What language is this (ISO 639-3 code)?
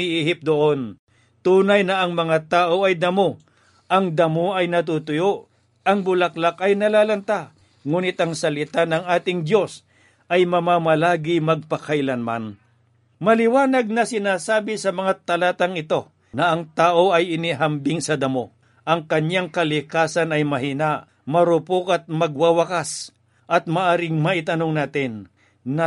fil